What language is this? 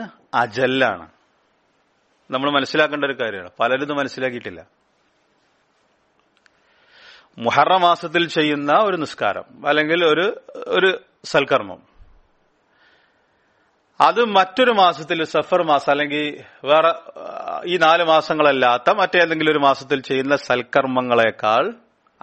Malayalam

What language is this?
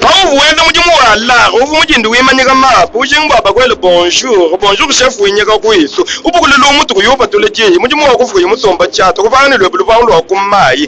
Luba-Lulua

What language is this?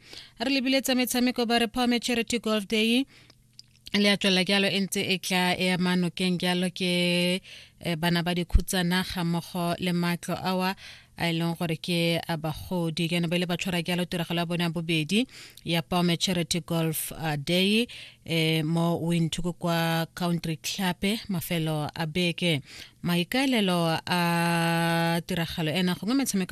Tswana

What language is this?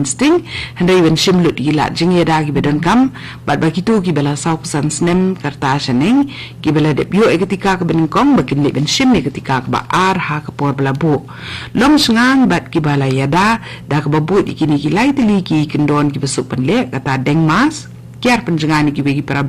Khasi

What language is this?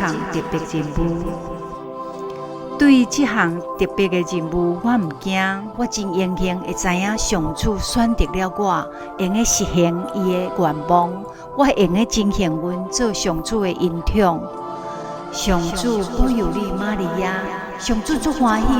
Min Nan Chinese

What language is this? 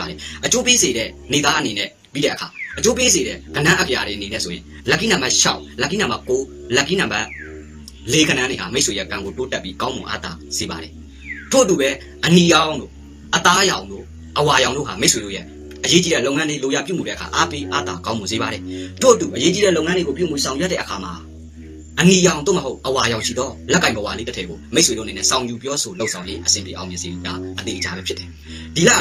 Burmese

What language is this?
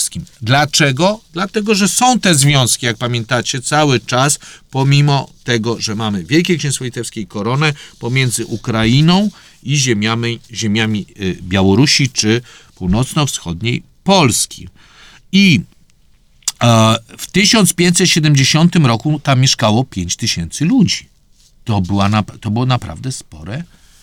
Polish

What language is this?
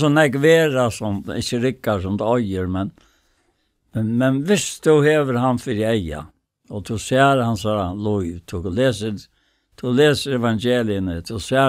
Faroese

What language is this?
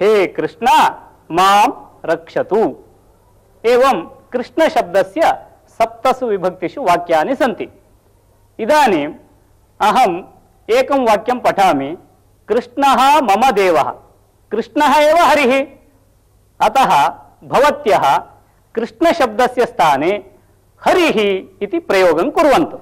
Sanskrit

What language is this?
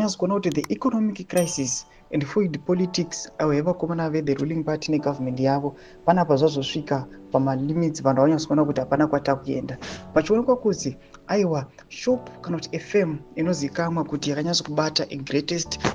Shona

